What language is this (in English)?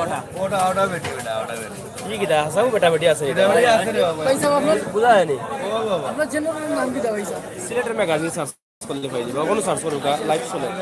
Sylheti